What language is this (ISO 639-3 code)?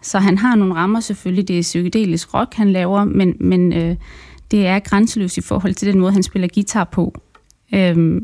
dan